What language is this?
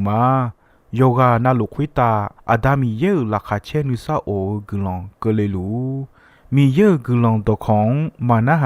Akha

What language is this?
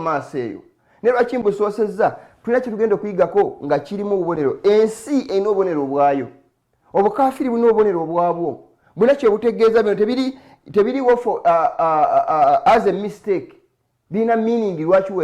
Ganda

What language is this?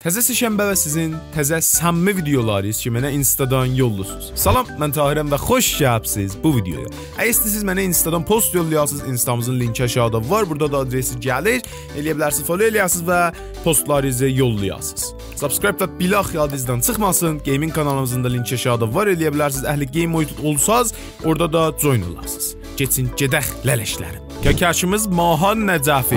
South Azerbaijani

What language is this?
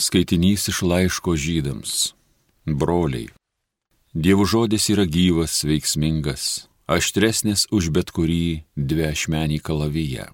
Lithuanian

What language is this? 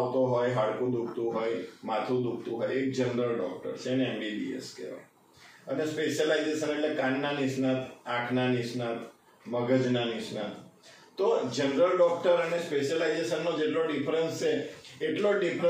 Gujarati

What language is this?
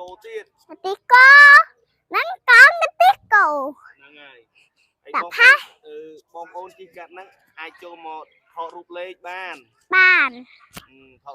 Khmer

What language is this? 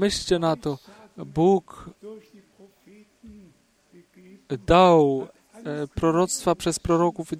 Polish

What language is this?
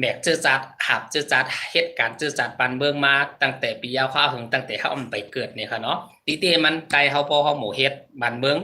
Shan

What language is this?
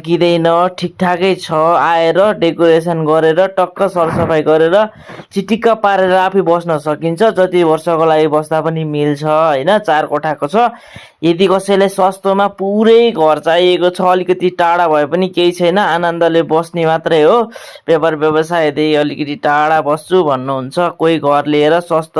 Nepali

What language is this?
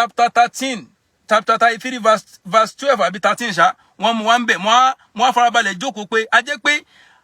Yoruba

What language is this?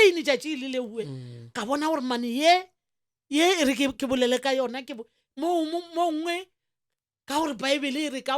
Northern Sotho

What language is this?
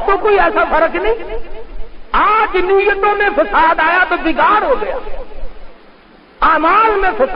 Urdu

